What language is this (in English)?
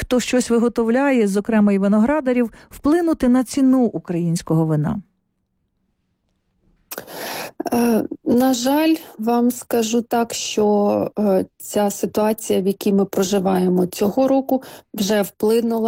Ukrainian